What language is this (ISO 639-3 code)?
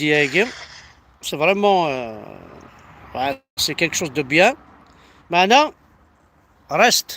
kab